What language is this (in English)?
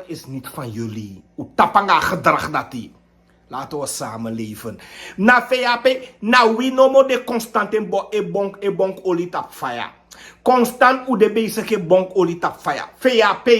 Sranan Tongo